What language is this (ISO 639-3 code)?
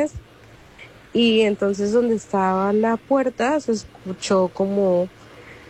spa